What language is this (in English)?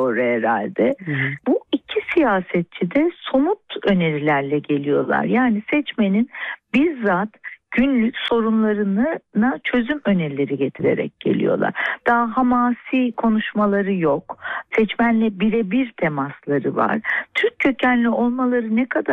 Turkish